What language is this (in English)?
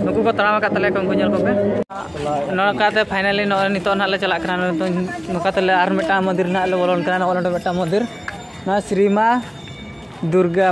Santali